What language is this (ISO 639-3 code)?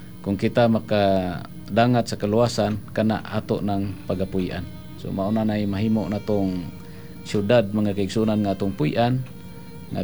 ceb